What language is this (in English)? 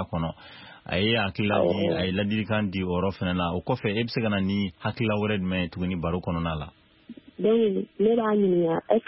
Bambara